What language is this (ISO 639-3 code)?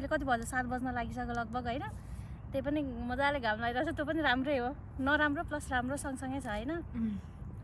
nep